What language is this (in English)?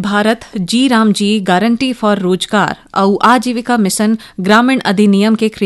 Chhattisgarhi